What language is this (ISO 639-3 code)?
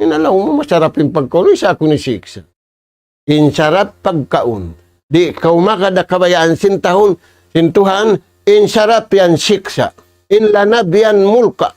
tsg